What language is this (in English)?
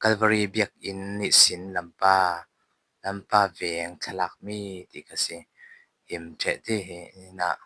Falam Chin